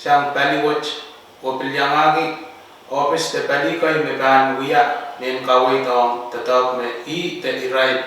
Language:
Pohnpeian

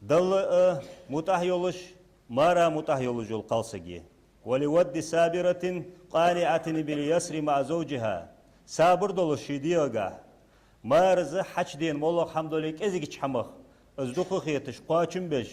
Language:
Ingush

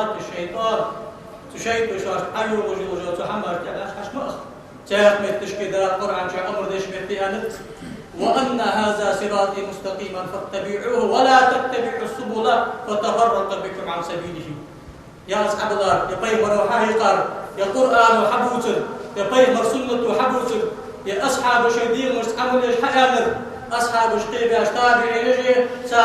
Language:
Ingush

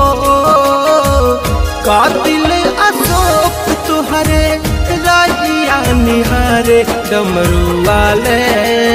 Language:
Bhojpuri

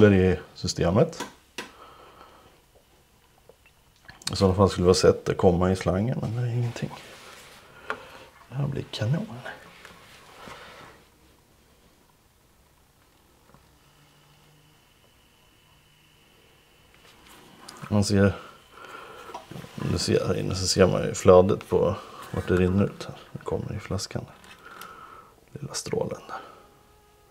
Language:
Swedish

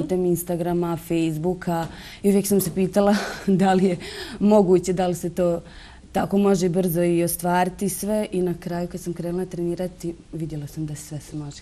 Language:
Bosnian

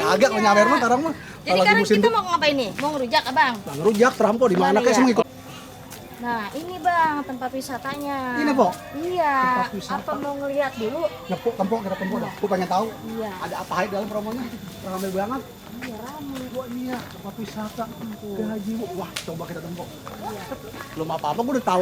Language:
Betawi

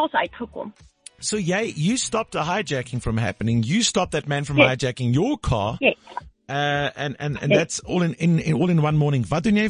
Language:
Afrikaans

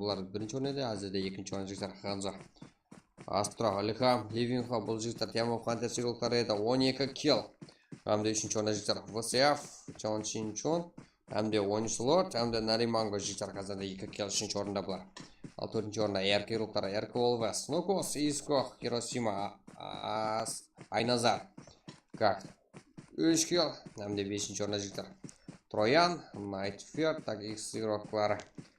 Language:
Kara-Kalpak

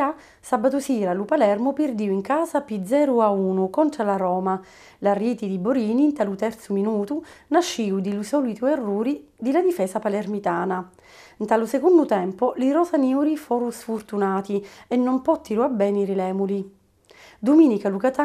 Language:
Sicilian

